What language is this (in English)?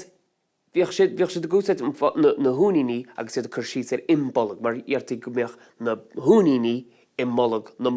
Irish